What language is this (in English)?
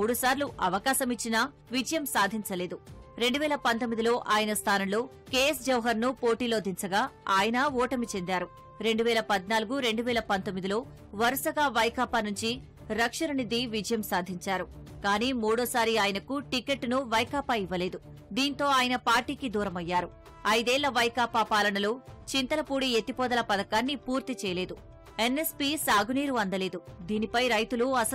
Telugu